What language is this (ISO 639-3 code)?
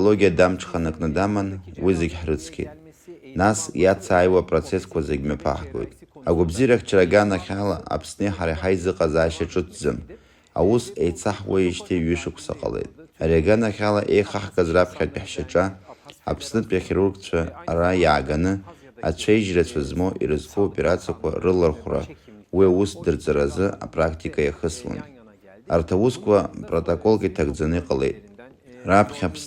abk